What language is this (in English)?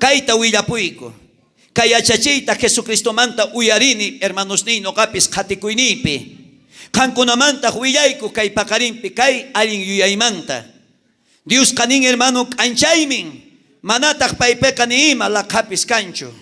South Bolivian Quechua